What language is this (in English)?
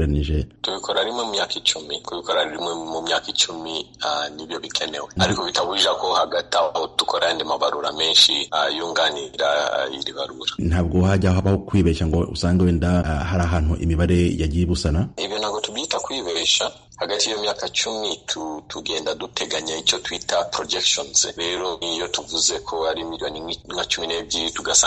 Kinyarwanda